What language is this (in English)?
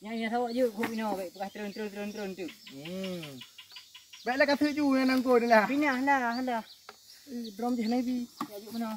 Achinese